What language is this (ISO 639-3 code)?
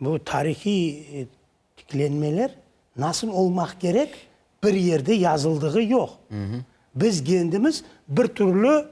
crh